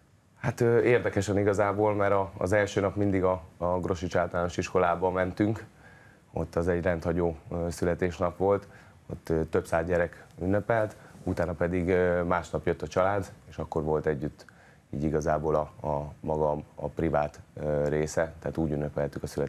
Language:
Hungarian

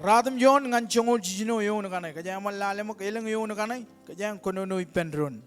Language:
Marshallese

